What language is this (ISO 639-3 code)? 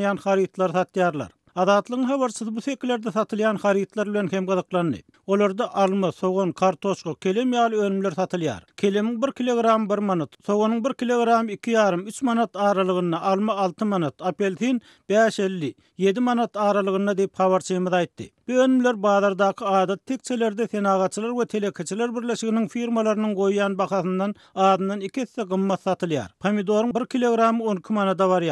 tuk